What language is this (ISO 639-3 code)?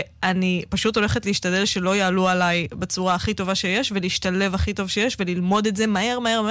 heb